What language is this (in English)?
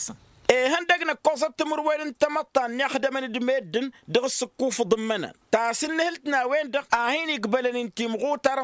Tamasheq